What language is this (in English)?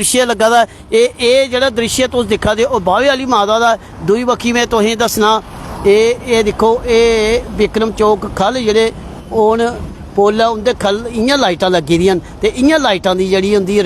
Dogri